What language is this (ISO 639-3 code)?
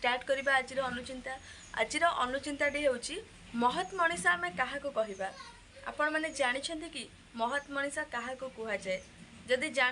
ori